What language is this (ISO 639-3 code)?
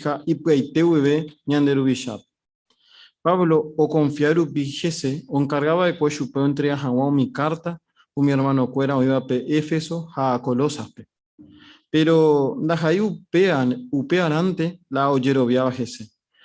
grn